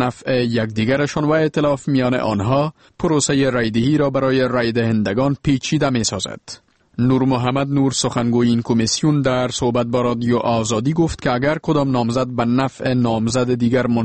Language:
Persian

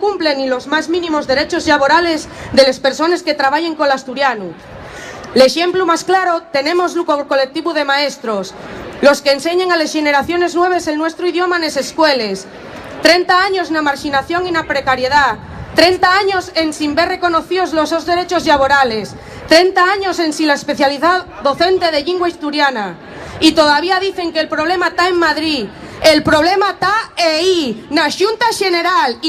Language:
Asturian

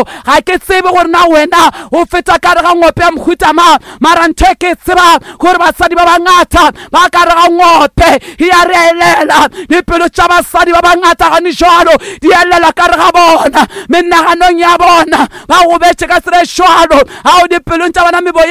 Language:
Northern Sotho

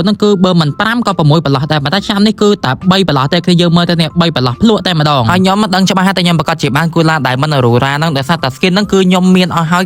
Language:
Khmer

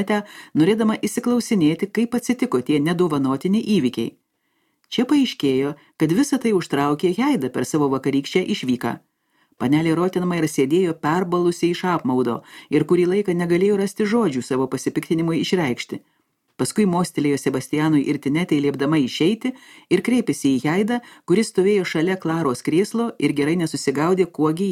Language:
Lithuanian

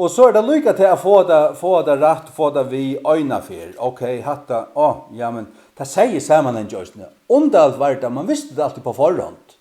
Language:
Faroese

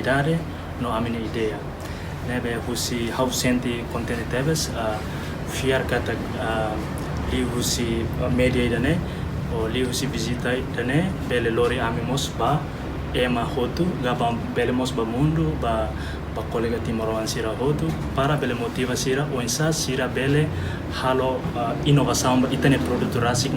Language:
Tetum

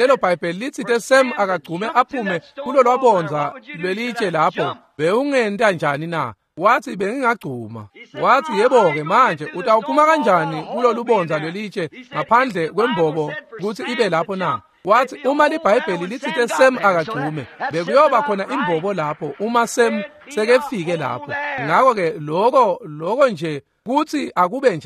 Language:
Swati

